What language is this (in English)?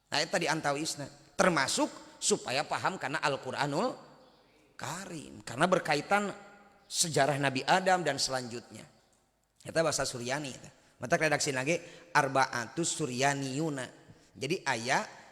Sundanese